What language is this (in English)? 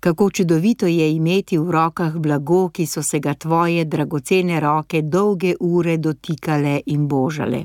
Slovenian